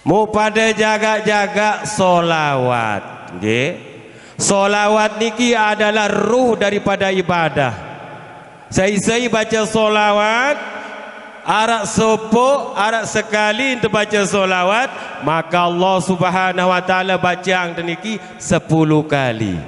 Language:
Sasak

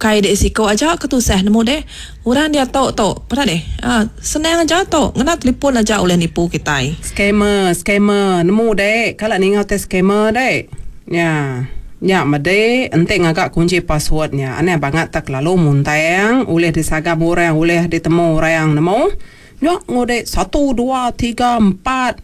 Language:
Iban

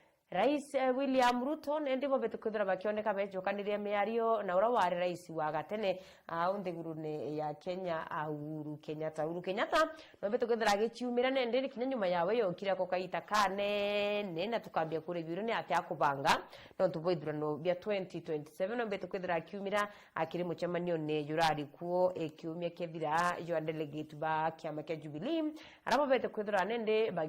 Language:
Meru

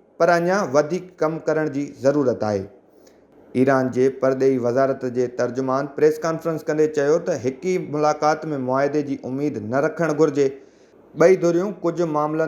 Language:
Sindhi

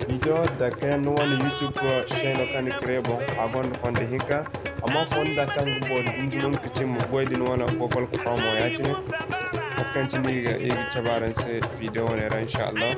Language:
Zarma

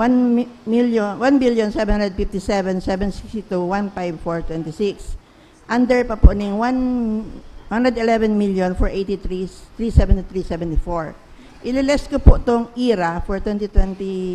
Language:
Bikol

